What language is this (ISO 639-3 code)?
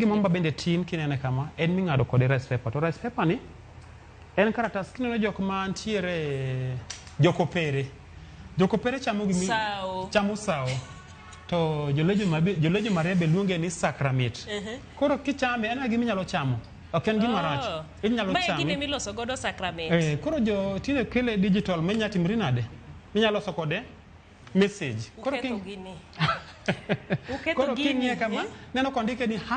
luo